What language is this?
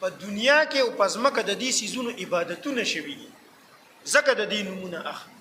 Pashto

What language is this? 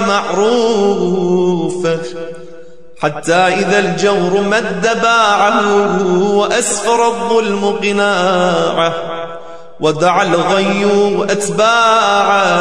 Arabic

